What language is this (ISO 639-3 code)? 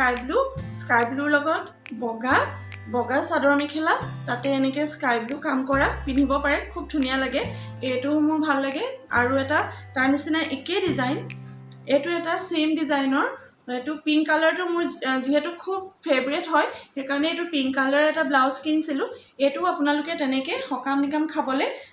asm